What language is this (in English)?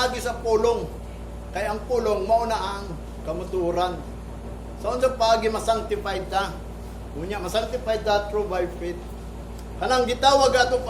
Cebuano